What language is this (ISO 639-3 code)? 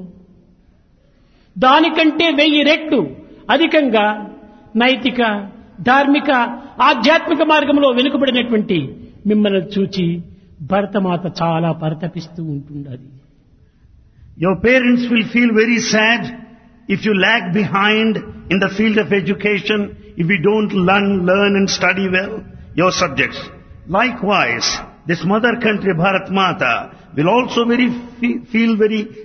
tel